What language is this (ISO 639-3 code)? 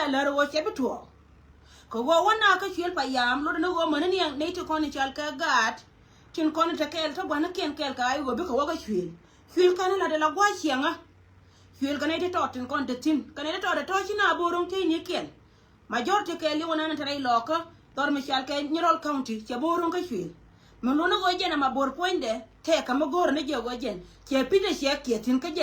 nus